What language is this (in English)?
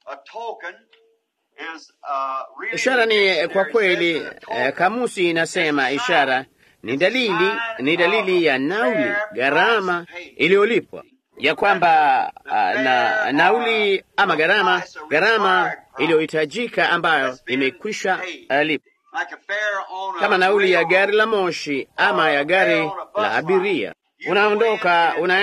Swahili